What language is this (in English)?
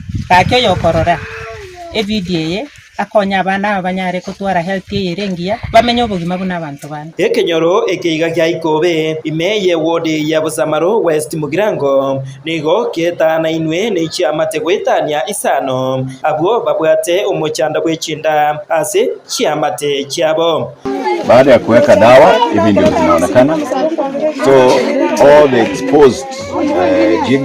Gusii